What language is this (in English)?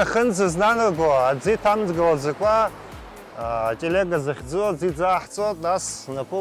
Abkhazian